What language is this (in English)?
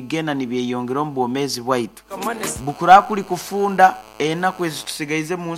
Nyoro